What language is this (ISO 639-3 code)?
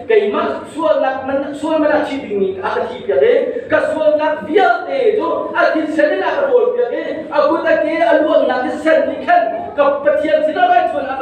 cnh